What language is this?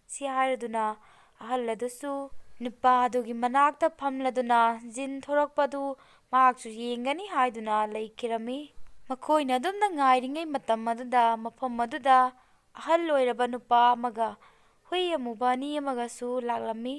Manipuri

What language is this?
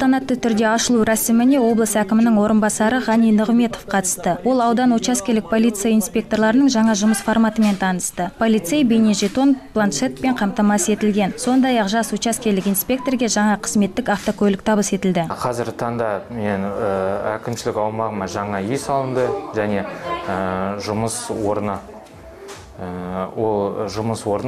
Kazakh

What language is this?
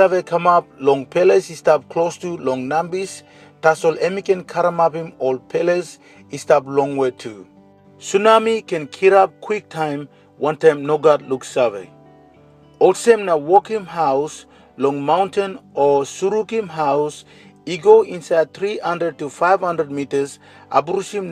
Tok Pisin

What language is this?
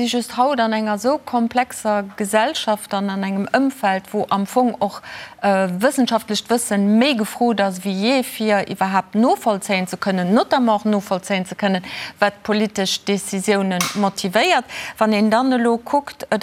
Luxembourgish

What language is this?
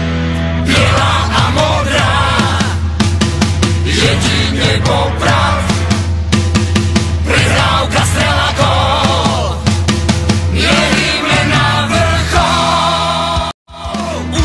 Slovak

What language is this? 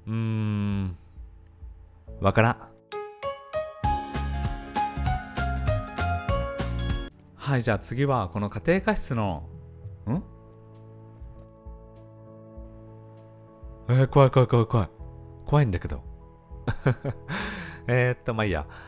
Japanese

